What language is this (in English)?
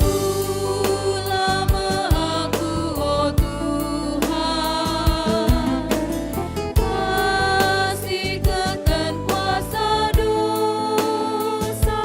Batak Karo